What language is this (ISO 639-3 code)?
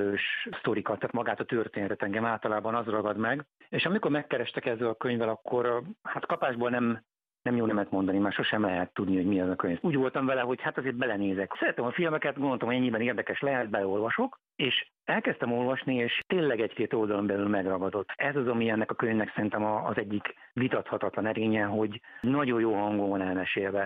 hun